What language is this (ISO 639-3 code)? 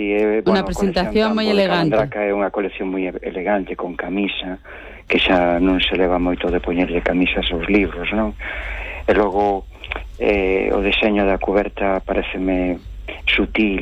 glg